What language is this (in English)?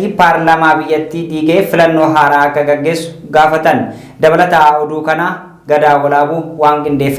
Oromo